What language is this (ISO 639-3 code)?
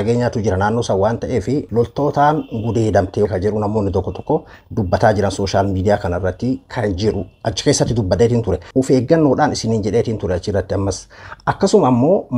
orm